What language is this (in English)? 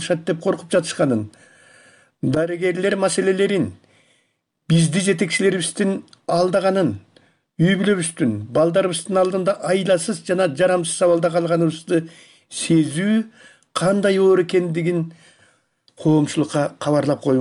Kyrgyz